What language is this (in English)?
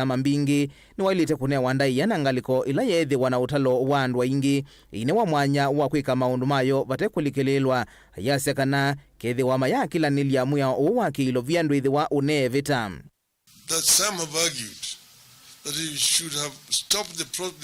Kamba